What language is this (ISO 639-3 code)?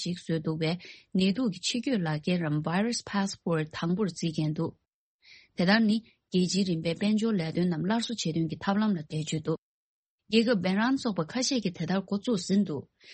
bod